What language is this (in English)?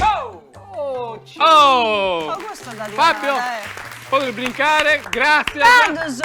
Sardinian